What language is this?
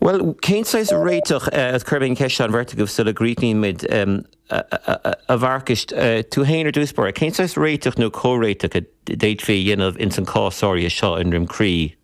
Irish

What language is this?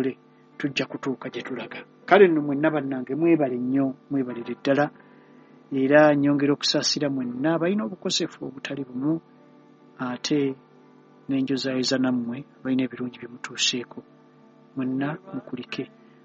Ganda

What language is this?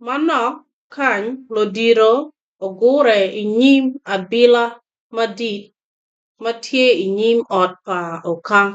Acoli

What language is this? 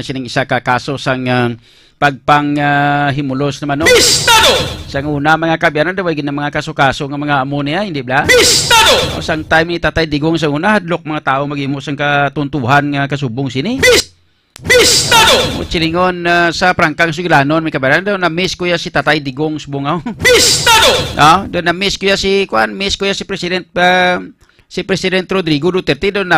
Hiligaynon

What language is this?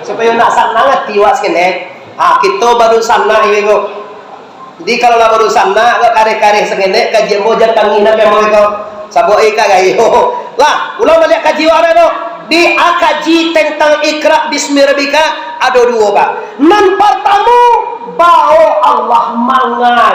Minangkabau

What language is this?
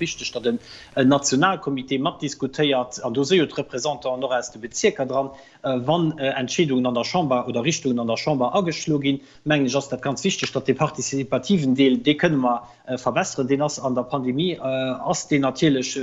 Luxembourgish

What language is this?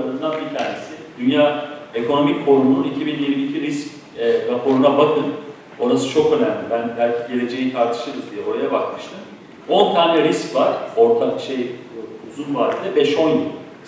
Turkish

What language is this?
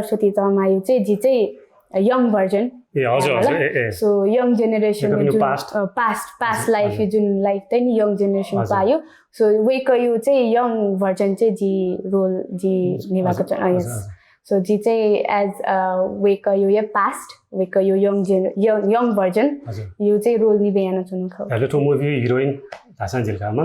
Newari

